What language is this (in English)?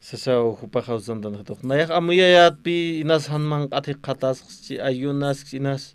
Aymara